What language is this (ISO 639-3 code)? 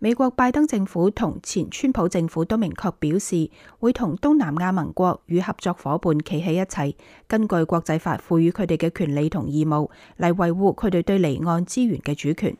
yue